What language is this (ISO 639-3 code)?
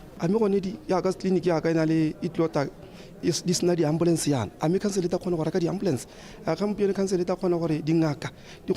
tsn